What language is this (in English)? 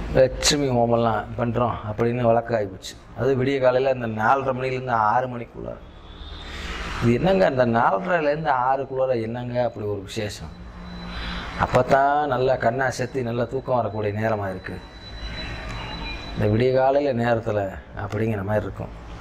Tamil